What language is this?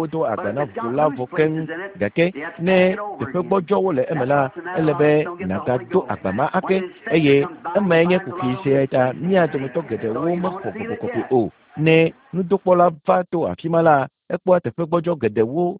Ewe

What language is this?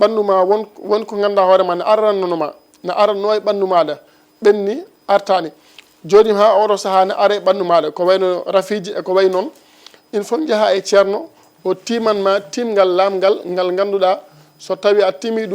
Fula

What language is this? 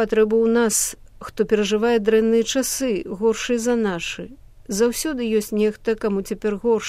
Belarusian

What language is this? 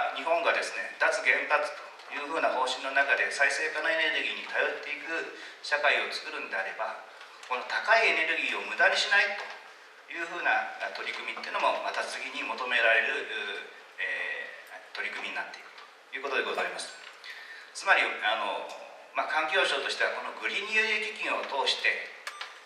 Japanese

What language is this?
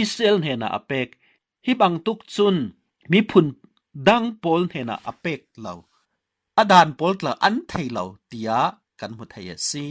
Falam Chin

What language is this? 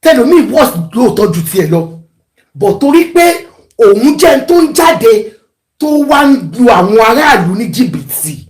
Yoruba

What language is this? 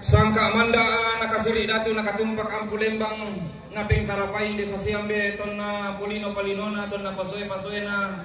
Toraja-Sa'dan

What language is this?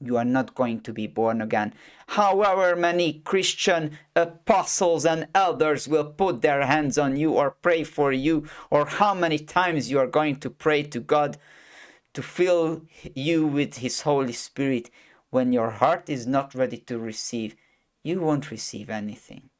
English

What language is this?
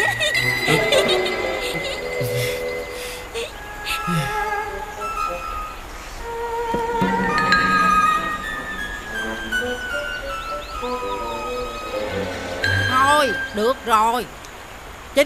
Vietnamese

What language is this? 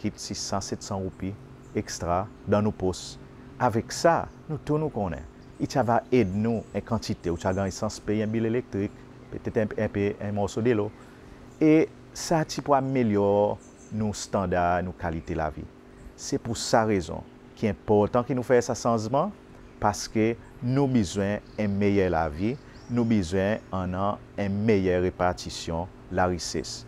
Seselwa Creole French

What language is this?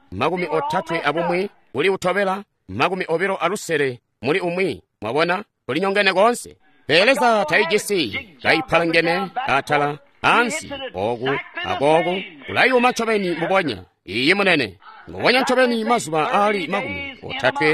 Tonga (Zambia)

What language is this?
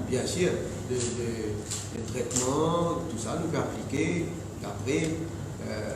Morisyen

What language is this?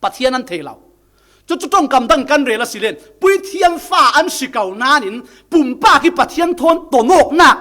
Falam Chin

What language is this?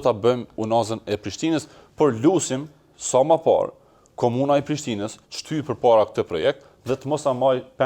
Albanian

